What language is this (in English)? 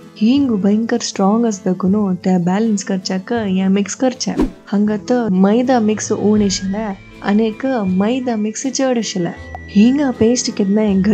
Konkani